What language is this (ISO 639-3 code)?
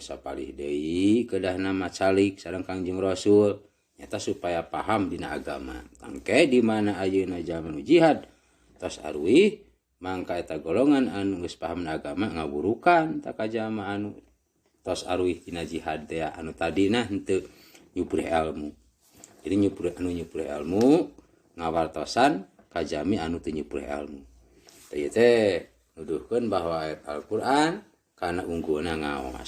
sun